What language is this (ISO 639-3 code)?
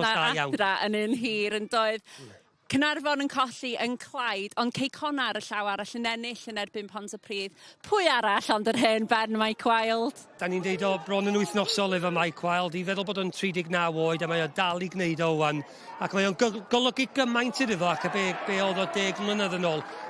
cym